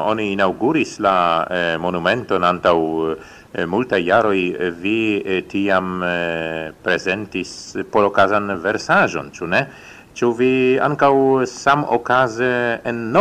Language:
Esperanto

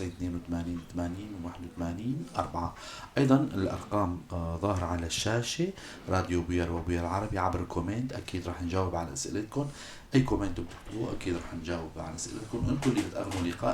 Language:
North Levantine Arabic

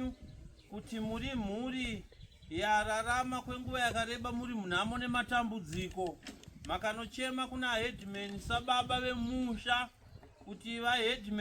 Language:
Shona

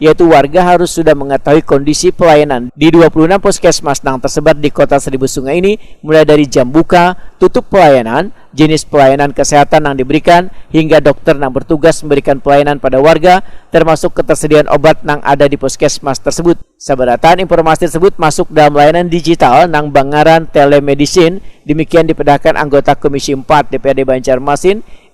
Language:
Banjar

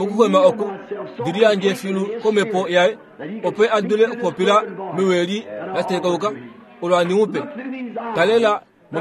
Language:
Kuanyama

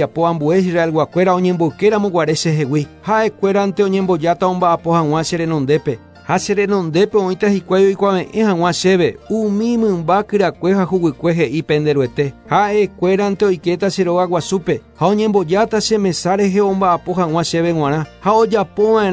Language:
Guarani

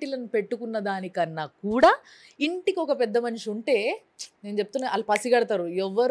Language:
Telugu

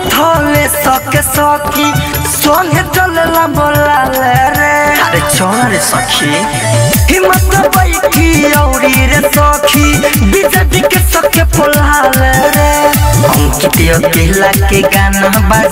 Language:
Bhojpuri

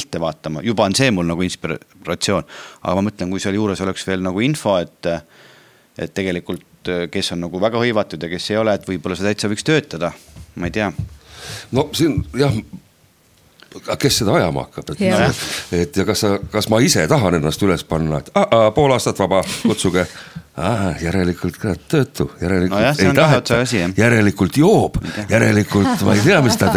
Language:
Estonian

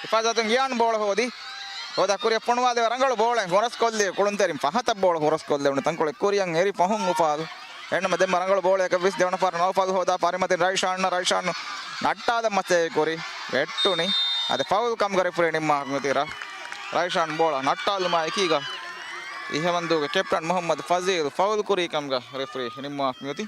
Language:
Divehi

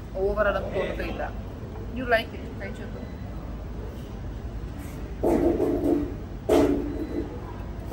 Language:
Malayalam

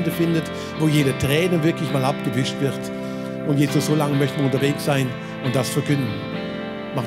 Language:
Swiss German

